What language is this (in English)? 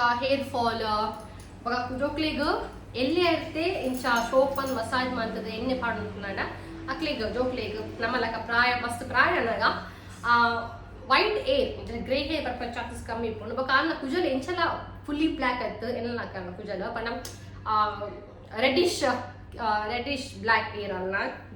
Tulu